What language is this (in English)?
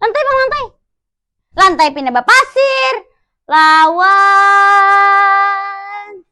Banjar